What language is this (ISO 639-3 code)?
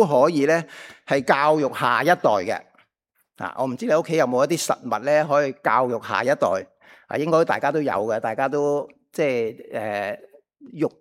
yue